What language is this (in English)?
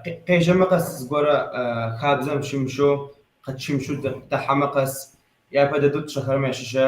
Kabardian